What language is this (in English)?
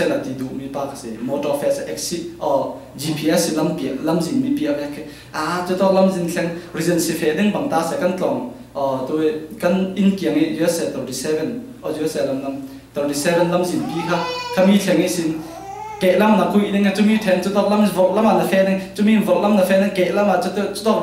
Falam Chin